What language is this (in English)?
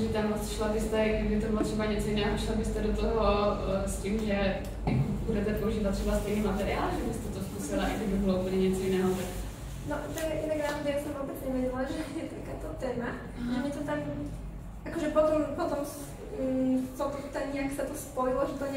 Slovak